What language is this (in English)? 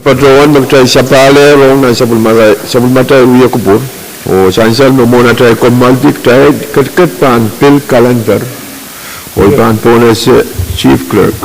Pohnpeian